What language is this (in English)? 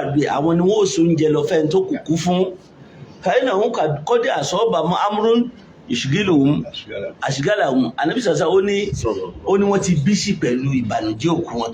Yoruba